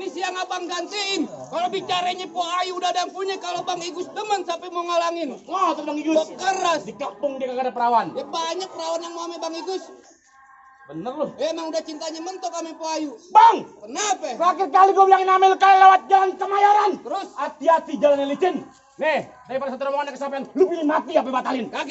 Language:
Betawi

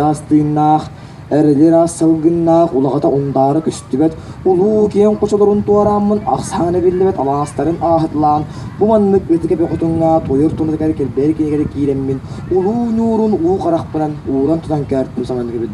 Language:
Yakut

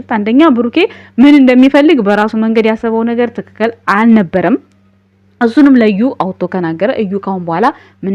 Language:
Amharic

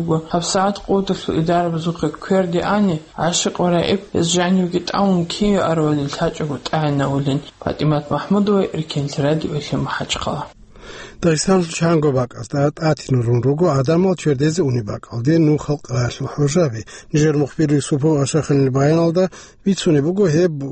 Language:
Avaric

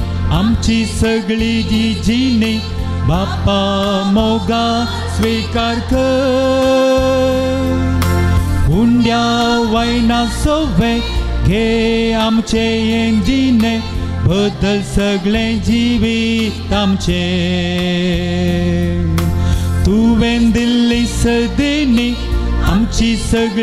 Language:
Konkani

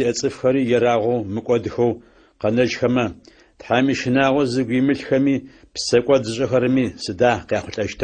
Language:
Adyghe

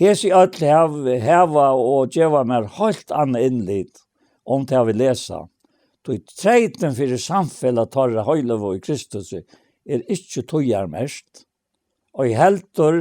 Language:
Faroese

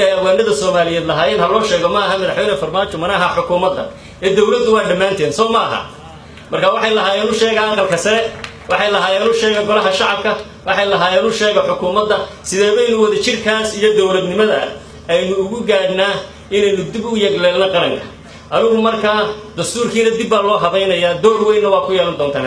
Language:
Somali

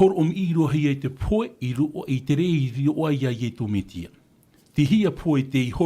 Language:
Tahitian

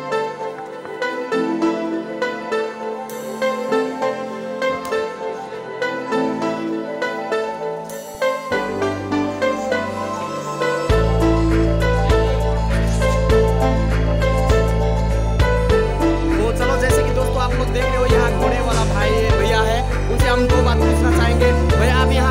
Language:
Hindi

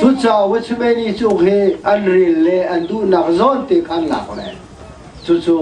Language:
Hakha Chin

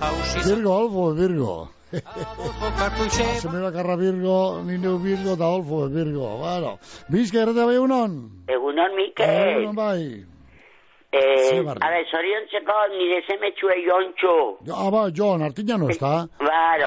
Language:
Basque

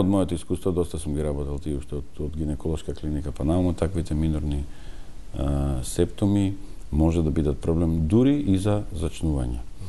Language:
Macedonian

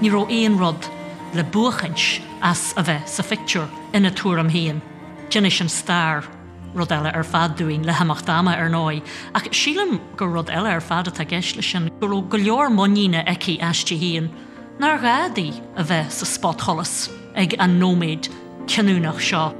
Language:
Irish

